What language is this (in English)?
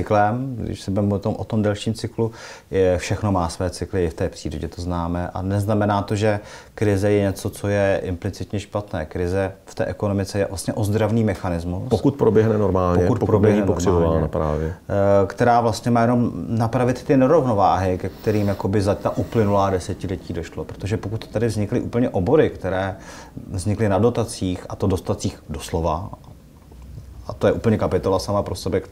Czech